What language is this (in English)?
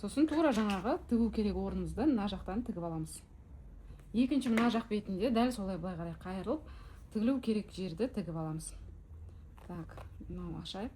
Kazakh